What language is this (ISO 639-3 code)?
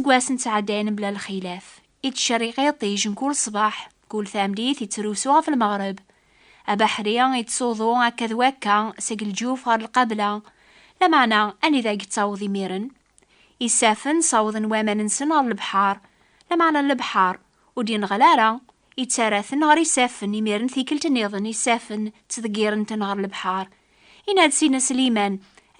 kab